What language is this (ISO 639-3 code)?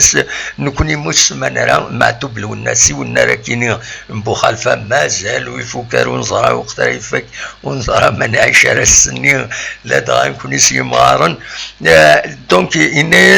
kab